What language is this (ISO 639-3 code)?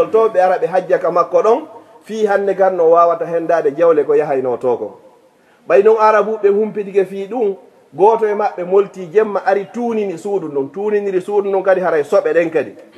ful